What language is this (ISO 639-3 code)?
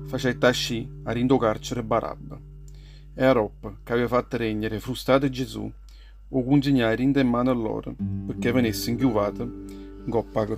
nap